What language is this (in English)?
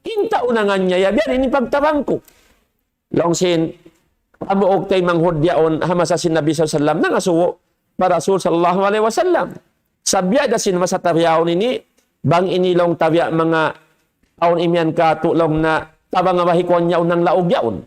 Tausug